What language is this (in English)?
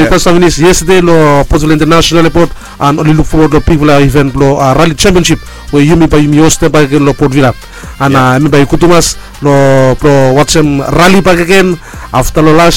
Bislama